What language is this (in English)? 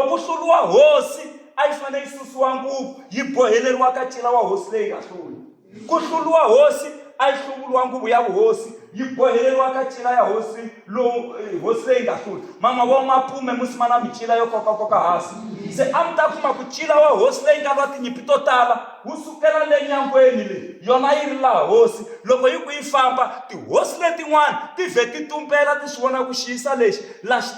Tsonga